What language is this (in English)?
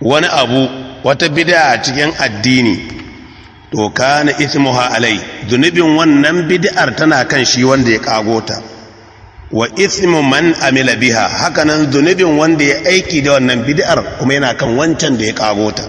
Hausa